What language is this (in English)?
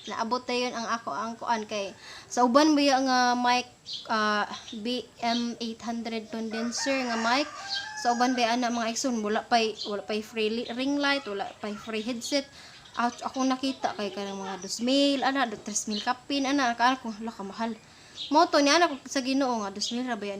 Cebuano